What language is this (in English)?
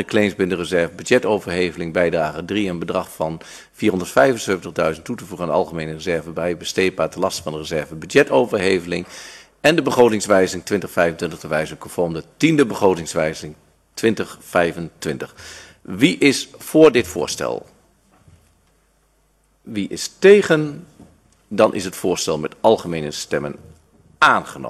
Dutch